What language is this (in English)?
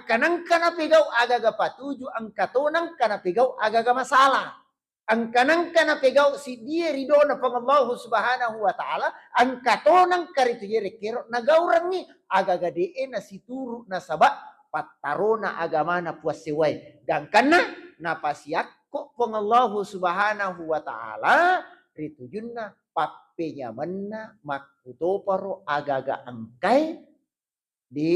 Buginese